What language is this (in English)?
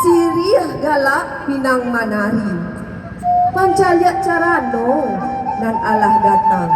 Minangkabau